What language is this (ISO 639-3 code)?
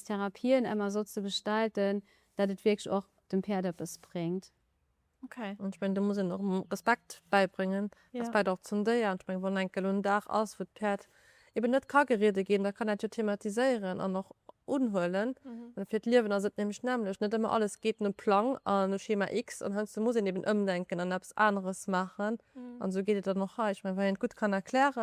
ltz